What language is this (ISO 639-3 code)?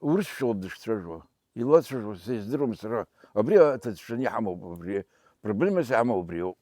abk